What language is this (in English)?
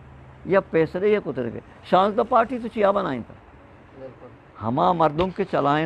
Eastern Balochi